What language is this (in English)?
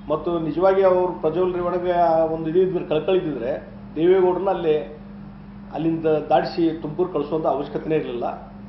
Kannada